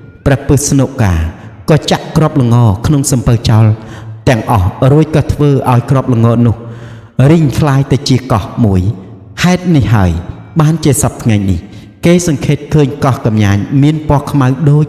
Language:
Khmer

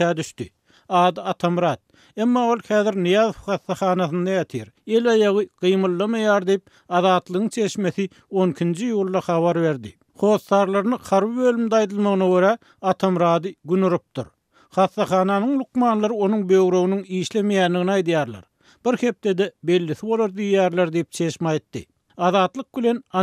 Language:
Turkmen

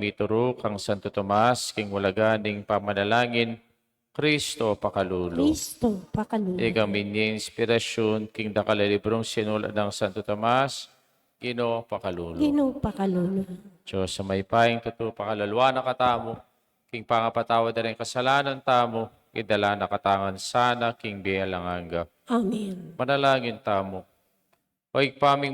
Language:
Pampanga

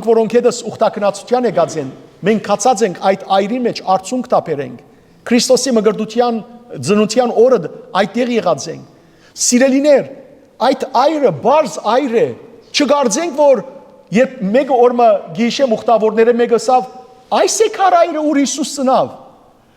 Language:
Western Armenian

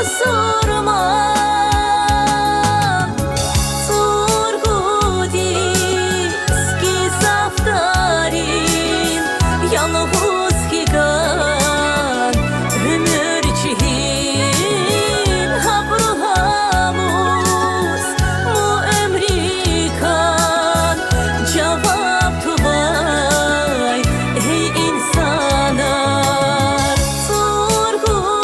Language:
Tabassaran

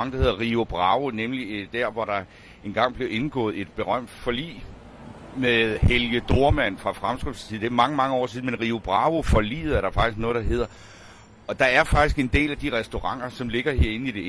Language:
Danish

